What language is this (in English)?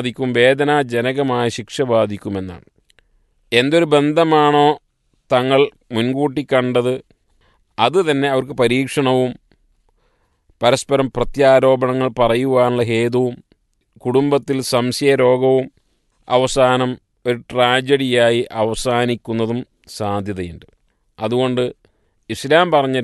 Malayalam